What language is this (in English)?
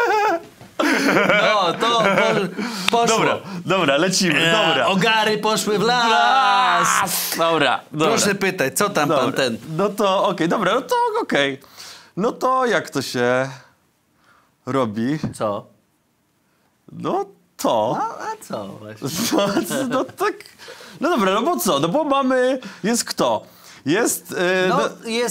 Polish